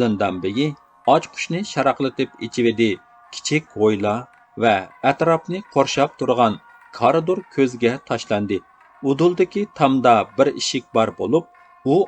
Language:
Uyghur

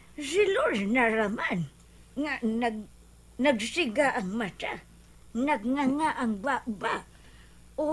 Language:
Cebuano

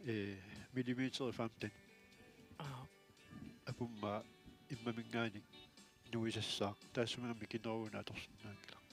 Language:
Kalaallisut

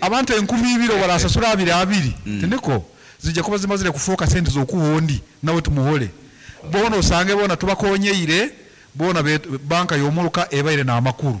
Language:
Nyankole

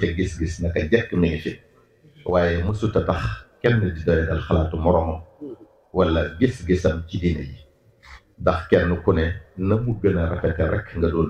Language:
Wolof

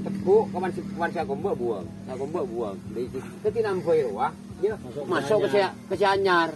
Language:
Madurese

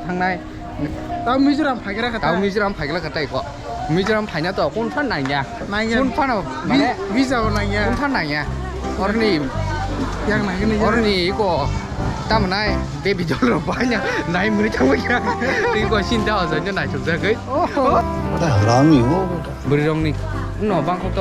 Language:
Kok Borok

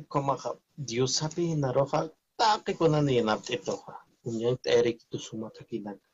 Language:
Aymara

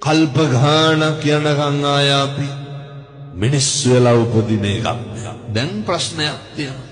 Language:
Sinhala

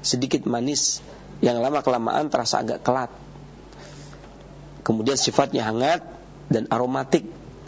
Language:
Indonesian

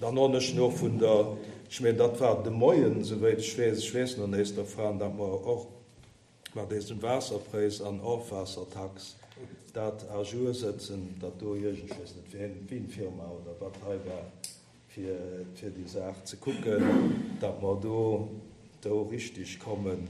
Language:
Luxembourgish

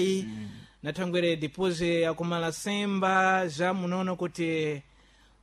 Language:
Sena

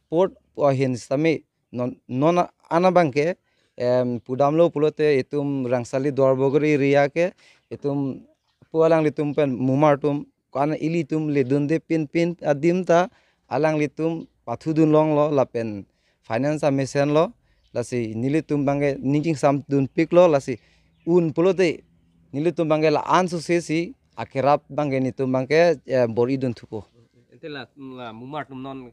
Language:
Karbi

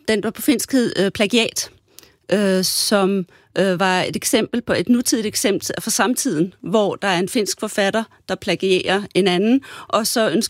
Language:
Danish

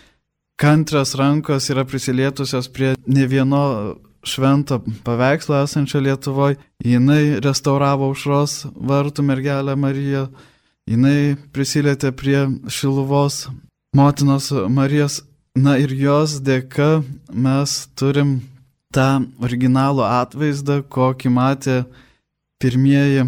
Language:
Lithuanian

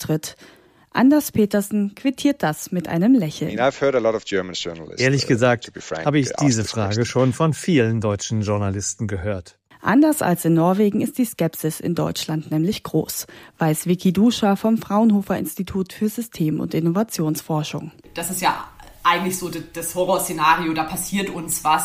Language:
German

